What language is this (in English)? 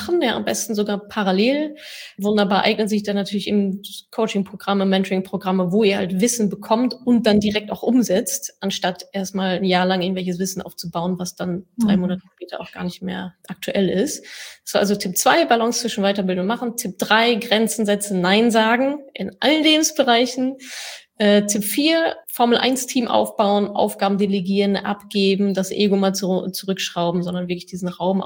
German